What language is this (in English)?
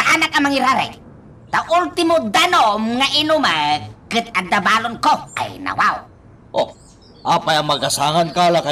Iloko